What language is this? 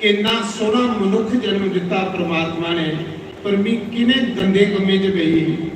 Dogri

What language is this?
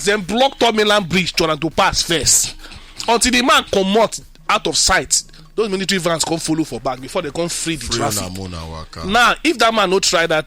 Nigerian Pidgin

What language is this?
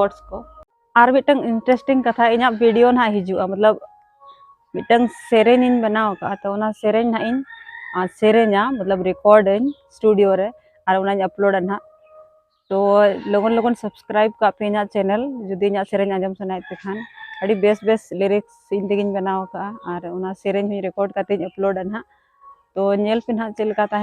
Santali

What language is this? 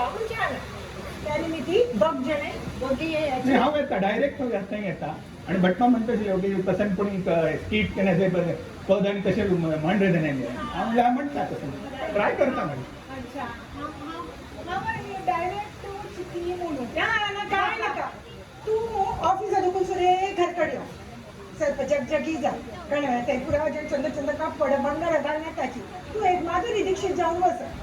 Konkani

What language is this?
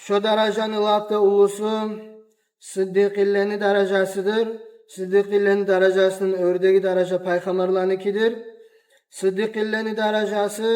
Kumyk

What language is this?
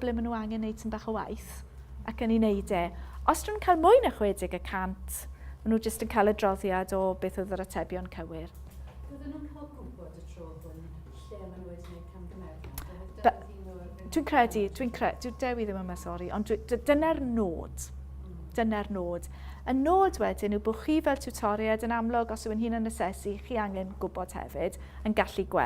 Welsh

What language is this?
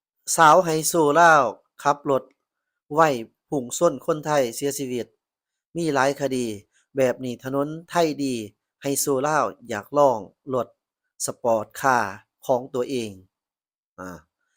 Lao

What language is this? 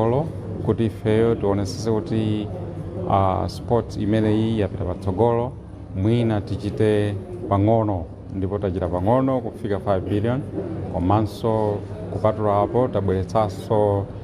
Nyanja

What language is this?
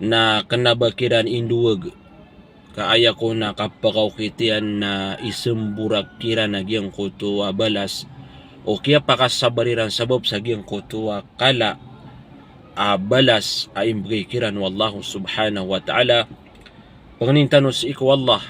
Maranao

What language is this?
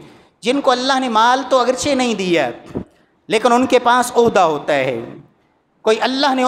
Urdu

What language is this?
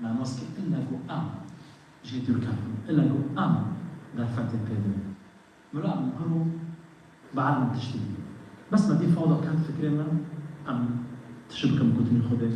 Kurdish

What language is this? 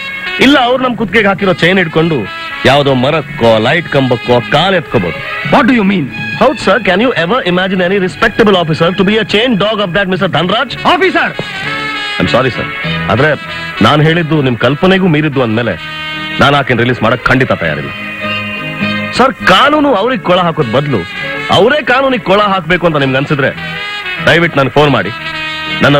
Kannada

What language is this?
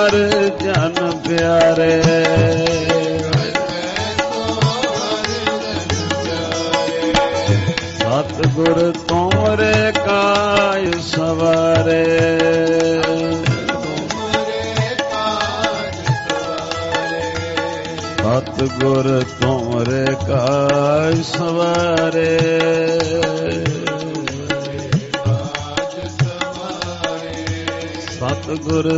Punjabi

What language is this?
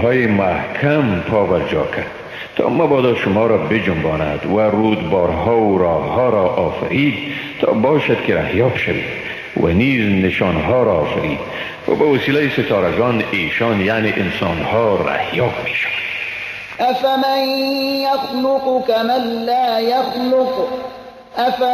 Persian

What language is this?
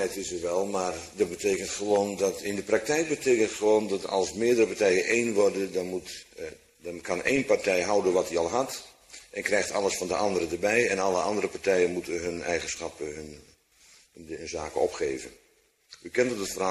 Dutch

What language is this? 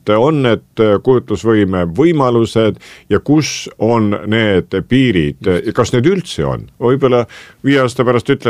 Estonian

